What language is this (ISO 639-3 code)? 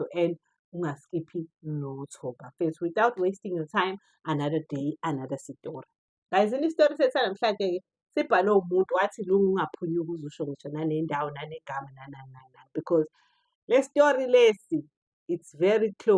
zul